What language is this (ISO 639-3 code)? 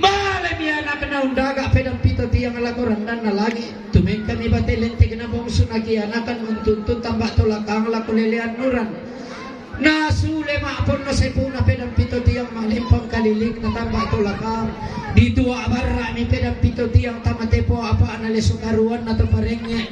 sda